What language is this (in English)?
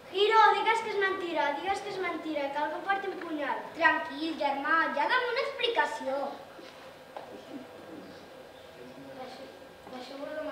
Catalan